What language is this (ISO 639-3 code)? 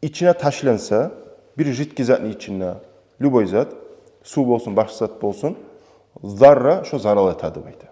kum